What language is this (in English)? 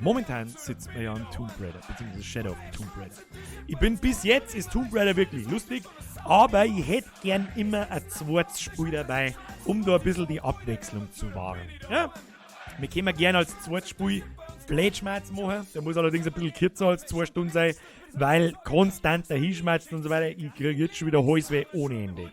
Bavarian